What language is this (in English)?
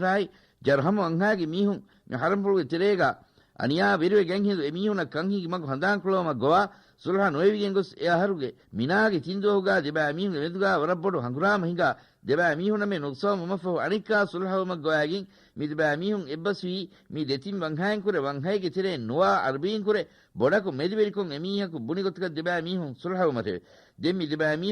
Divehi